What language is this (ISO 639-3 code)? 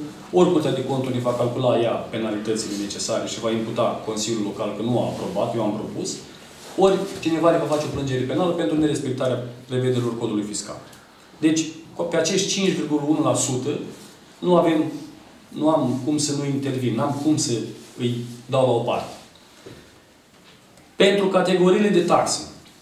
ron